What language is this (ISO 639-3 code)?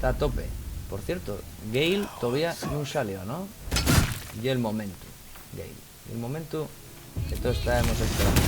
ast